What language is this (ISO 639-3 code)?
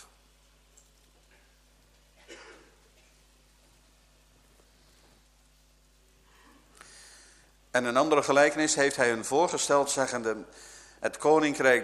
nld